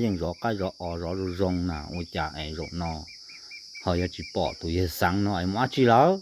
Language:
Hmong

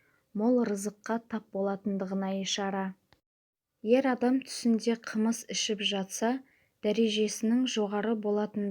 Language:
Kazakh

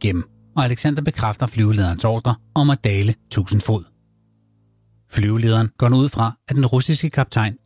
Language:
Danish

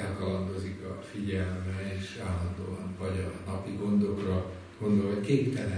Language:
Hungarian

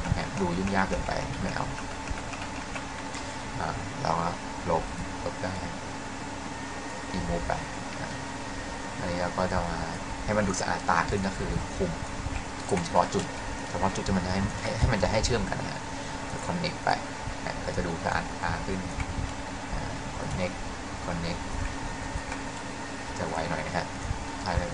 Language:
Thai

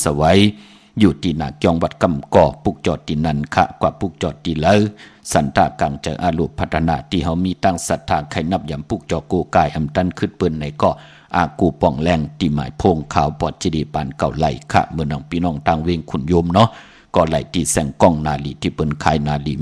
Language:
Shan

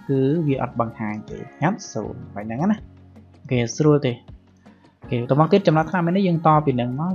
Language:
Khmer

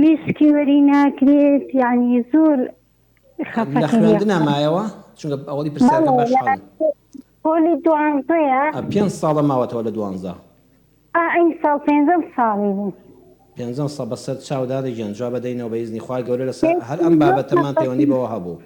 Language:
Central Kurdish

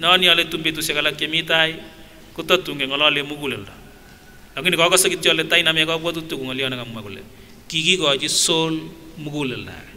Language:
Kipsigis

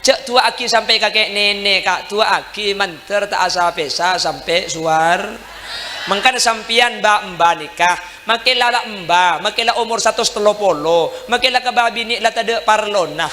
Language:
Madurese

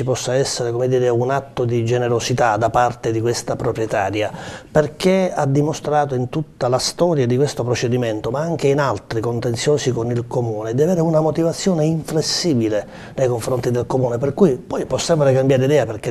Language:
Italian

